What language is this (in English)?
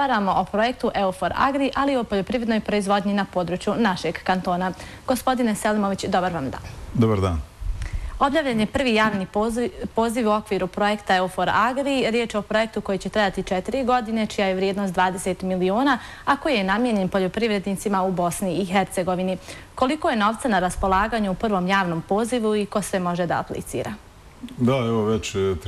Bosnian